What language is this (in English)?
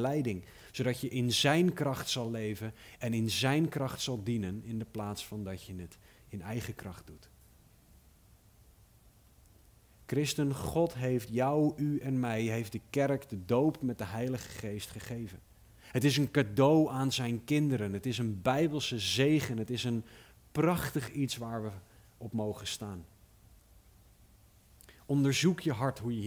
Dutch